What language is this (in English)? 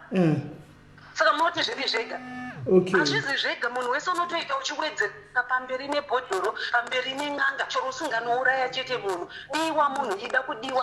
Shona